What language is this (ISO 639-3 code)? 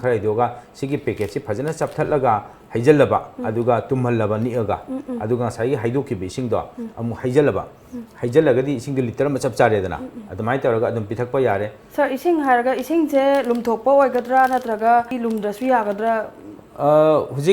mni